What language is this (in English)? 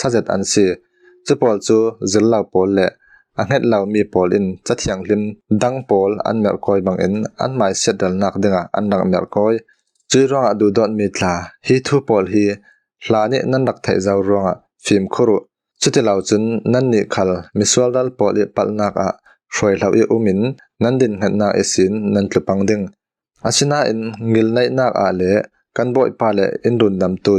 Falam Chin